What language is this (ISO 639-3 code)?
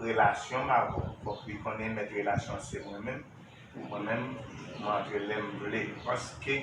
hat